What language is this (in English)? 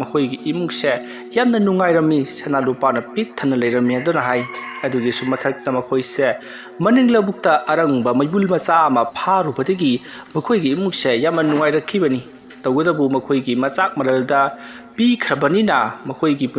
Manipuri